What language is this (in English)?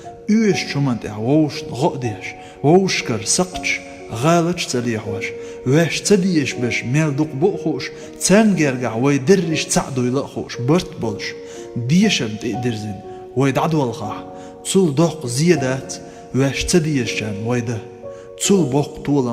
Chechen